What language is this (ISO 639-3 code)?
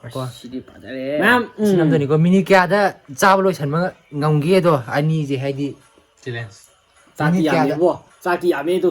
mni